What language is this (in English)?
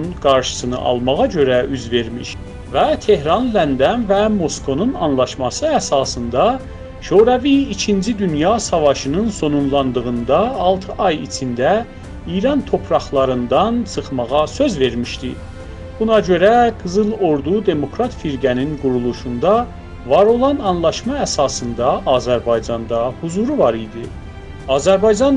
South Azerbaijani